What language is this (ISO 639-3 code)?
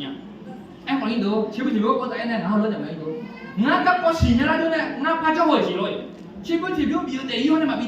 ahk